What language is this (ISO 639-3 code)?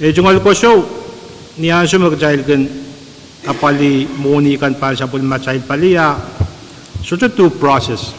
pon